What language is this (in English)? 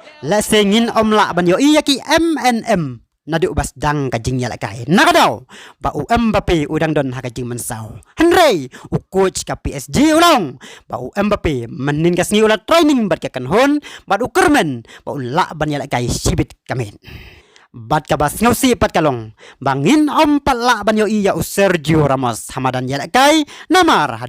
Khasi